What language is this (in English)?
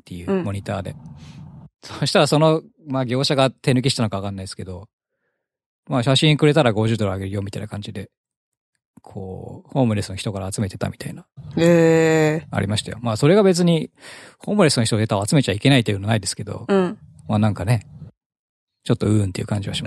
Japanese